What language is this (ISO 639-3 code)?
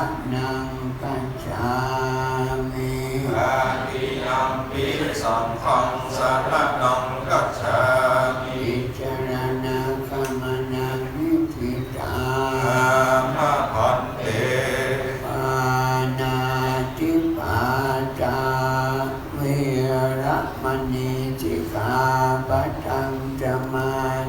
pli